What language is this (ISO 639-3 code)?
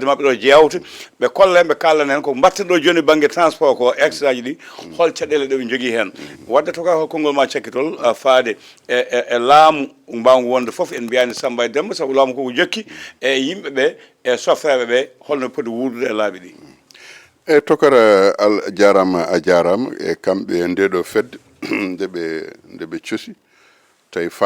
ful